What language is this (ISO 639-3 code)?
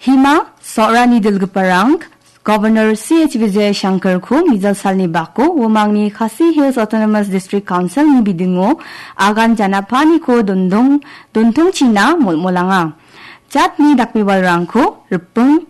grt